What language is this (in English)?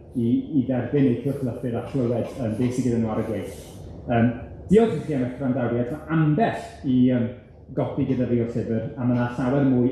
Welsh